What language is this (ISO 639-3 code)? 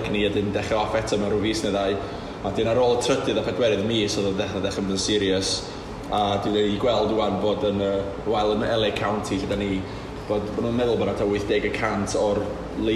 cym